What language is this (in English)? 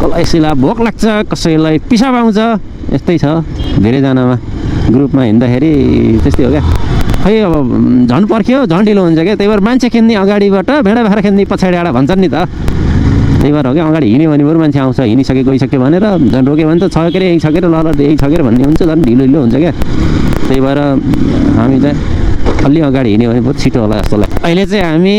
Nepali